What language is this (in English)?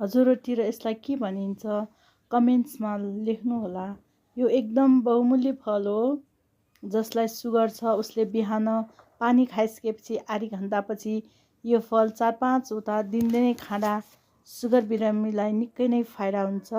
Nepali